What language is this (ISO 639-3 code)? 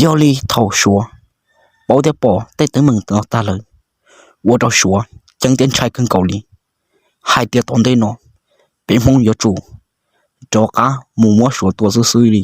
hmn